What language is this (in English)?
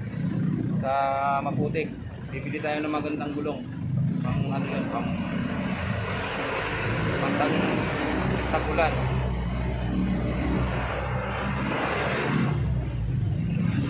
Filipino